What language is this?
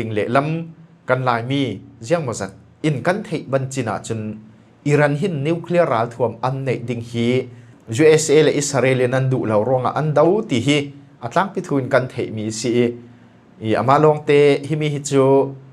Falam Chin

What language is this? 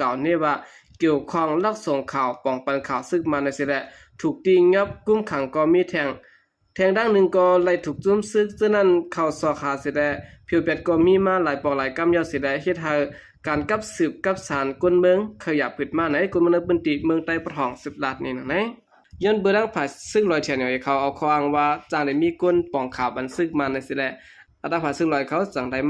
Lao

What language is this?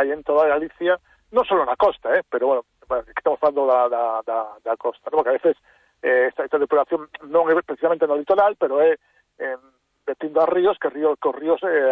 Galician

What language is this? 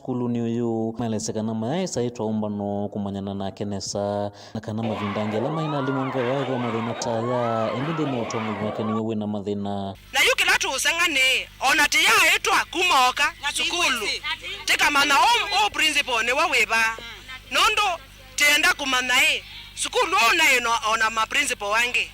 Kamba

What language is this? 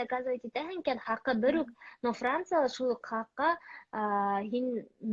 Bashkir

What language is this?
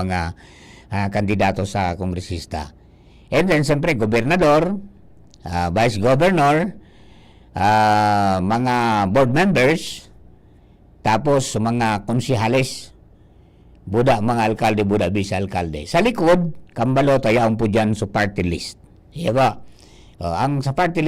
Bikol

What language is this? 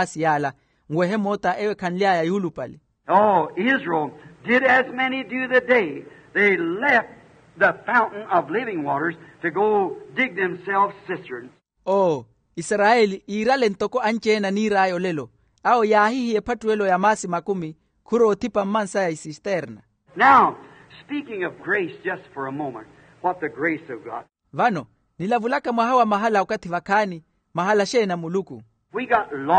Makhuwa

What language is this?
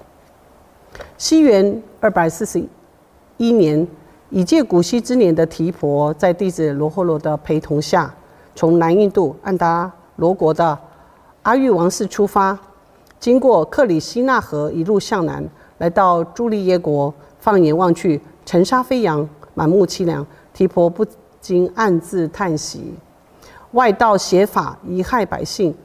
Chinese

